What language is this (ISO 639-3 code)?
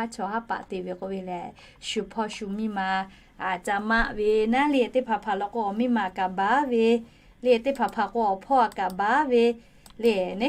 lhu